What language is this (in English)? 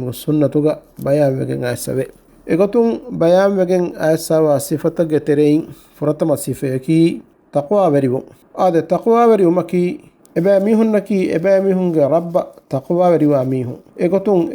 Divehi